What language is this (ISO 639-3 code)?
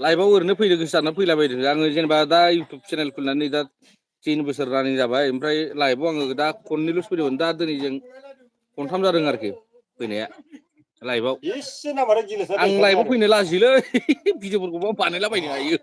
brx